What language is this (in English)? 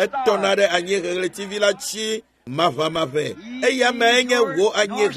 Ewe